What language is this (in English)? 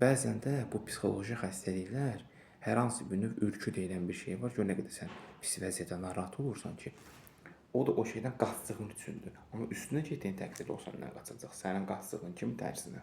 Azerbaijani